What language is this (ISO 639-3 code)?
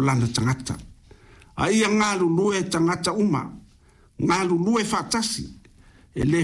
smo